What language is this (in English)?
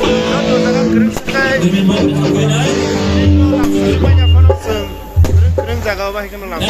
Kok Borok